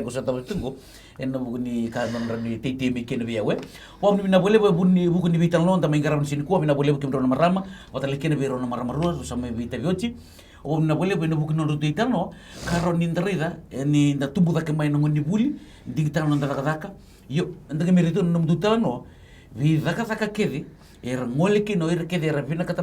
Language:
Fijian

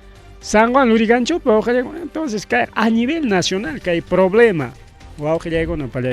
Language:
Ayacucho Quechua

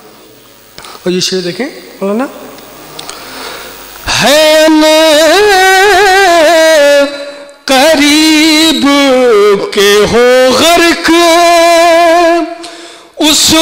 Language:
Urdu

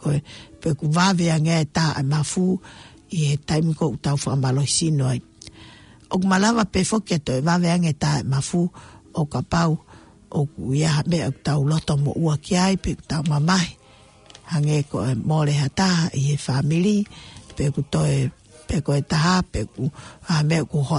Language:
Tongan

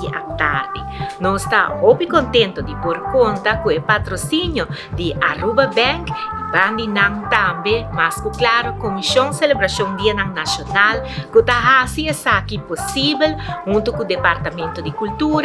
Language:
Papiamento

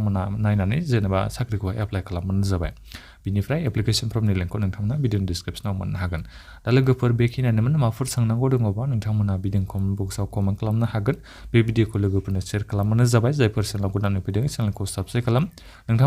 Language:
Bodo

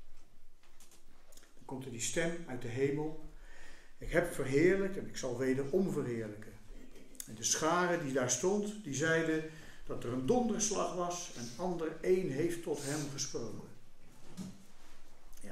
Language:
Dutch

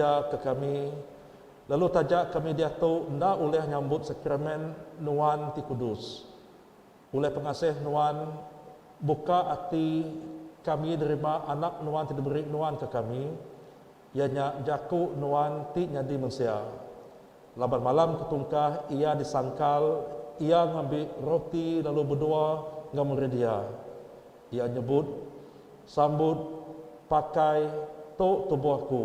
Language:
Iban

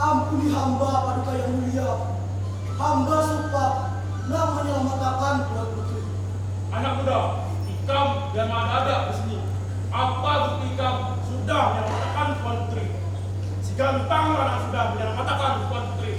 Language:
Banjar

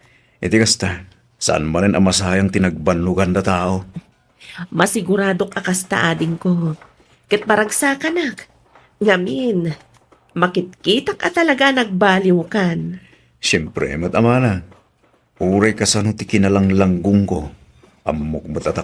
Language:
Iloko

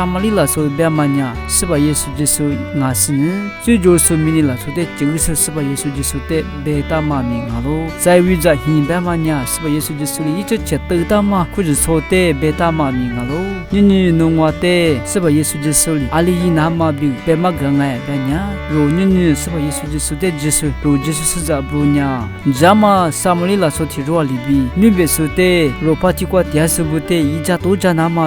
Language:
Lisu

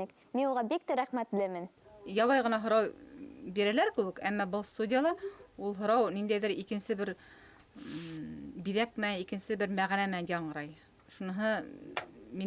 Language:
Bashkir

